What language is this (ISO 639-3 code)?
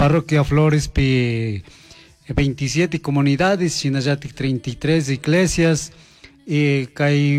qug